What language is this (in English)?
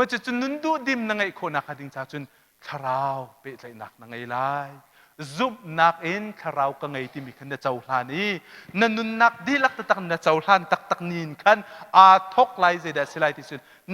Hakha Chin